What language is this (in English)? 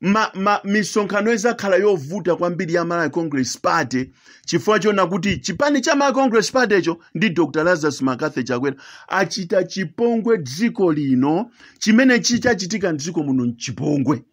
Nyanja